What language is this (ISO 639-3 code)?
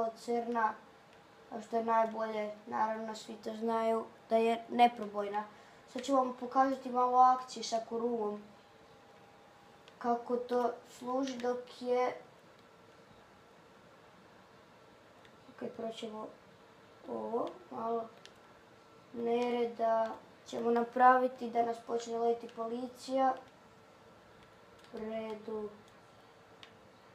hrv